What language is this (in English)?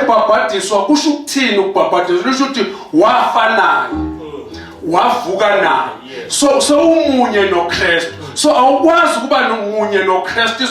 Zulu